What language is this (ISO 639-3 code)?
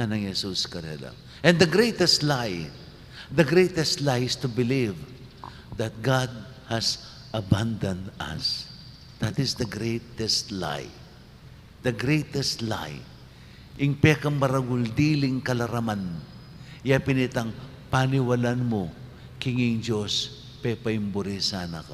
pam